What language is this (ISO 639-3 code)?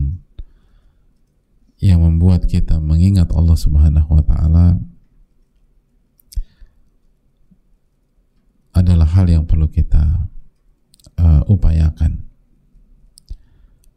ind